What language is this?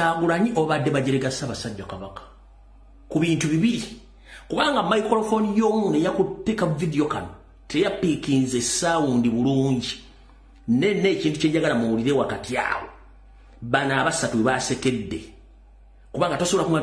Ganda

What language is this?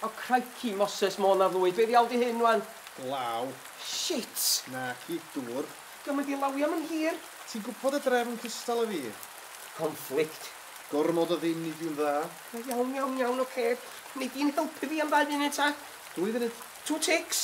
Welsh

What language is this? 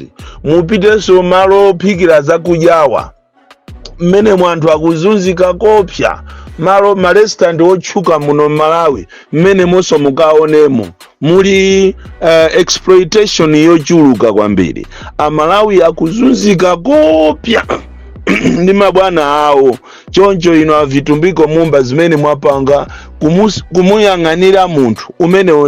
Nyanja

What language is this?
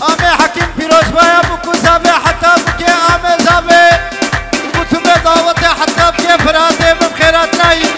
Kurdish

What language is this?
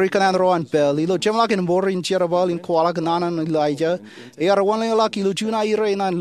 Marshallese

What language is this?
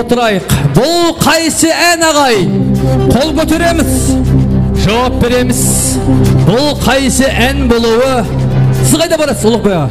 Kara-Kalpak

